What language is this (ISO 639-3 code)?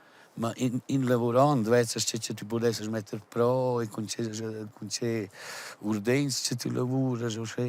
roh